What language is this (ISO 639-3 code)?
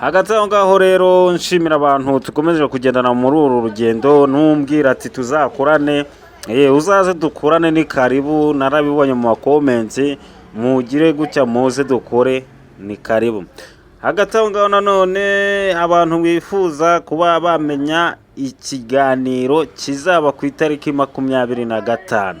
kin